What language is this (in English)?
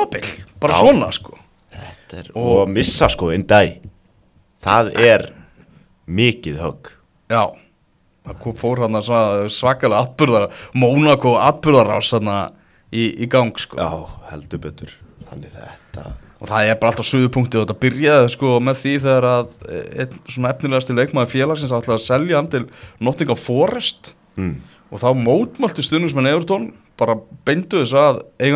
Icelandic